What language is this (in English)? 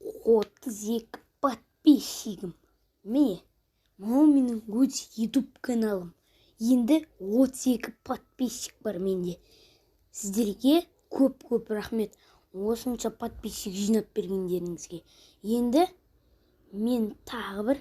Kazakh